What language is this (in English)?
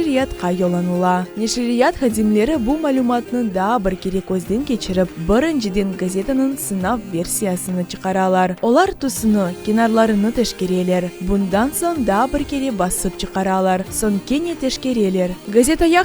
Crimean Tatar